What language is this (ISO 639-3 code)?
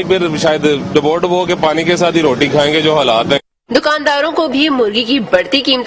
urd